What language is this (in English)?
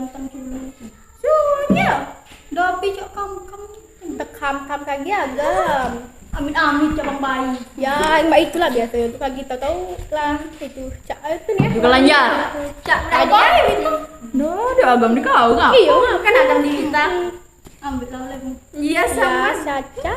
Musi